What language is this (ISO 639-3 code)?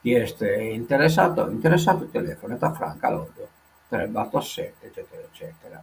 srd